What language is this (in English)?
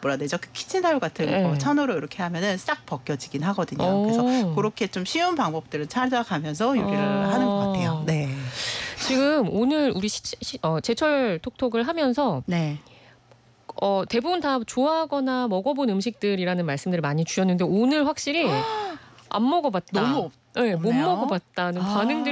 Korean